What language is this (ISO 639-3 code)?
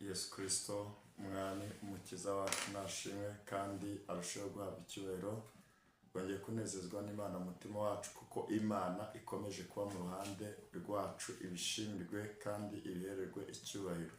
kin